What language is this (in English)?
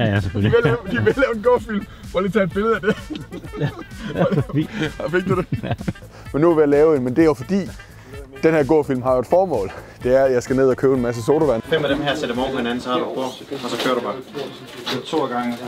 Danish